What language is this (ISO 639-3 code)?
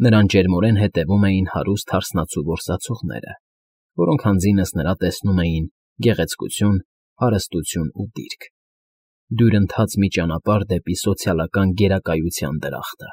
hye